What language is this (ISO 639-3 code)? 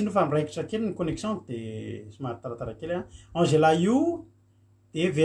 mlg